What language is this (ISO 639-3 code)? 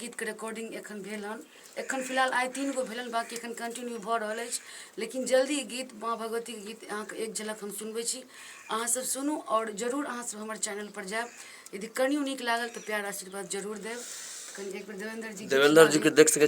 mai